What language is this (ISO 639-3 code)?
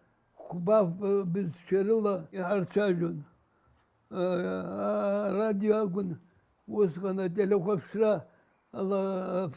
abk